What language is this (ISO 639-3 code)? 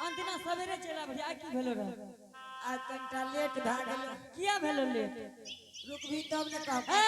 anp